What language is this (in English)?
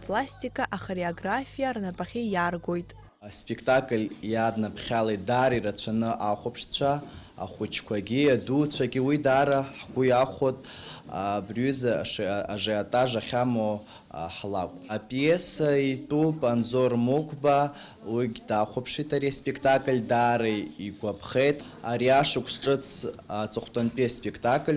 Abkhazian